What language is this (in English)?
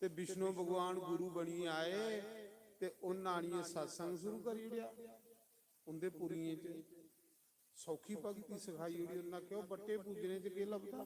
Dogri